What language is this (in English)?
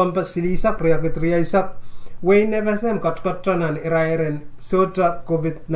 Pohnpeian